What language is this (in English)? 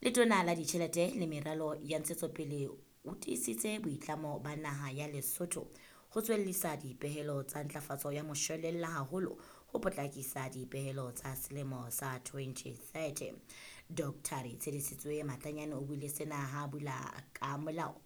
Southern Sotho